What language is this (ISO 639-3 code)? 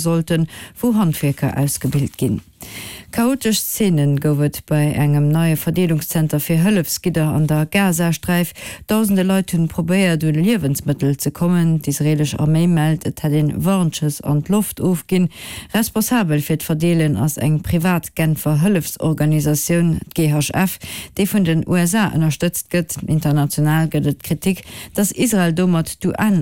ltz